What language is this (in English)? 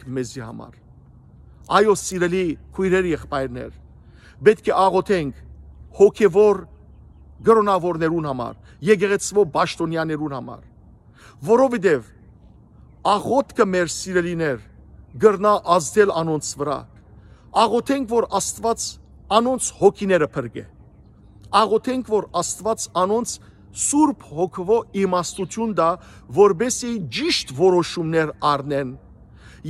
Western Armenian